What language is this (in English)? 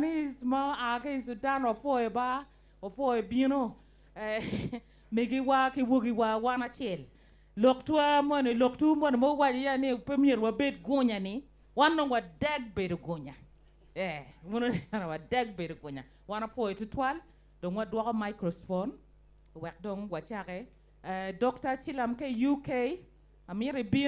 Acoli